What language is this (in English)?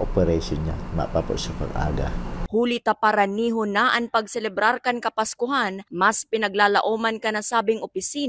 Bikol